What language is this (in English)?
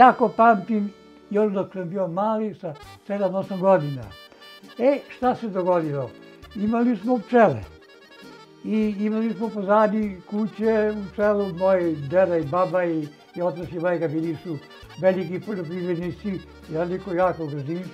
Serbian